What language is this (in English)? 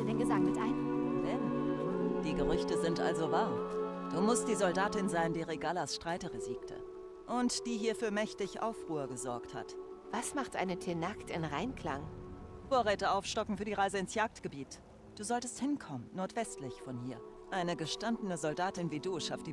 Bavarian